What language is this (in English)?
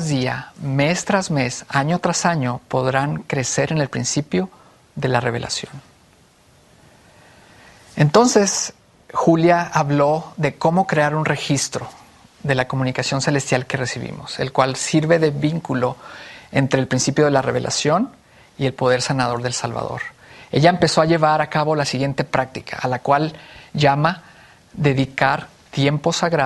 Spanish